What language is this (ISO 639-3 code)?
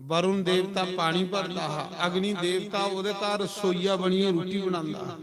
doi